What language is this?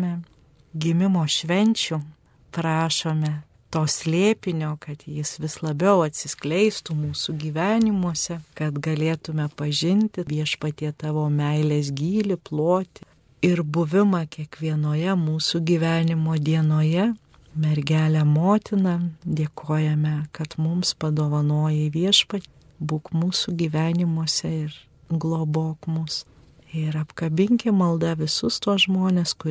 Lithuanian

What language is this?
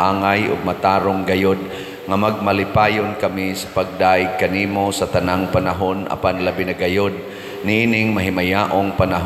Cebuano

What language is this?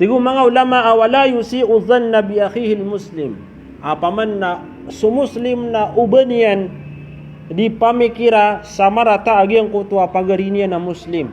Maranao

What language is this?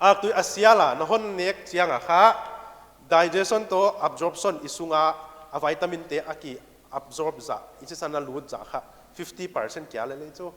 Paite Chin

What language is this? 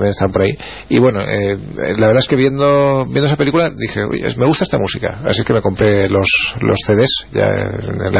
Spanish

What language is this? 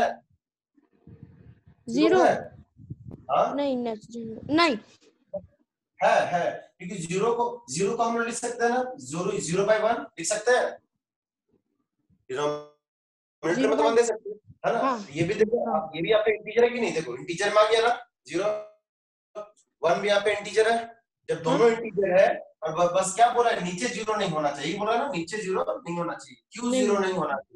Hindi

